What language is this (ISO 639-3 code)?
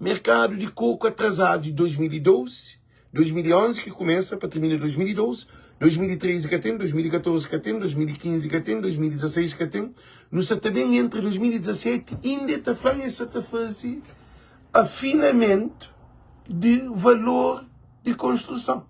kea